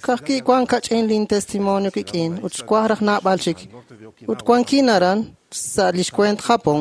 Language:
Kekchí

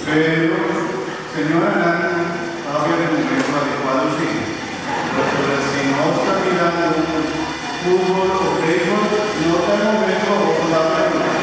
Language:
Papiamento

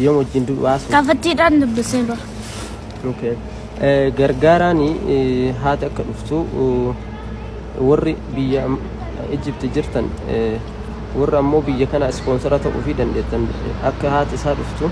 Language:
Oromo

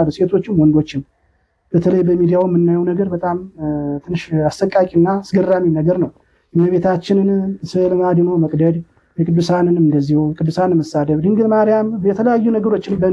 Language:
Amharic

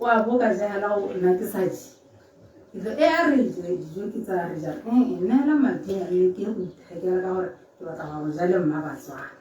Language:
Tswana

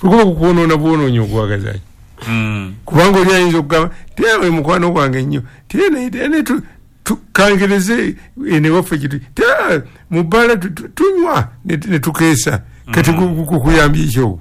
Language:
Ganda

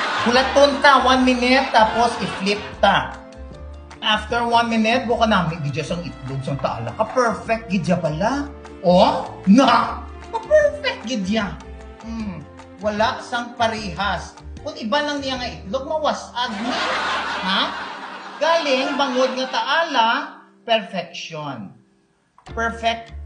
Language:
Hiligaynon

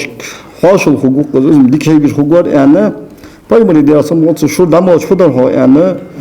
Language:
Ingush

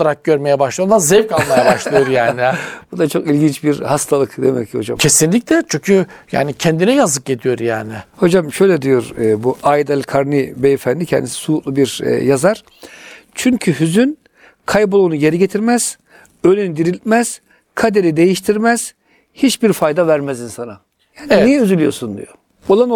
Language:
Turkish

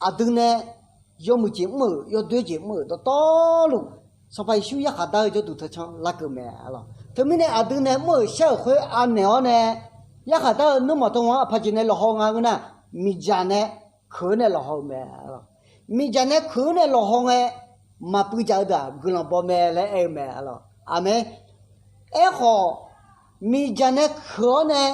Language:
Akha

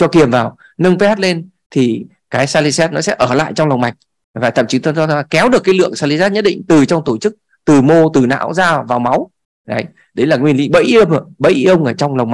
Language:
Vietnamese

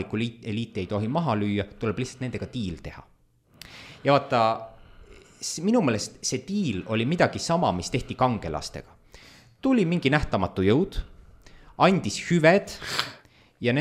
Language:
Estonian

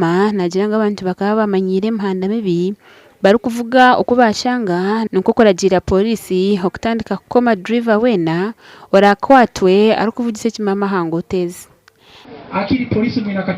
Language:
Nyankole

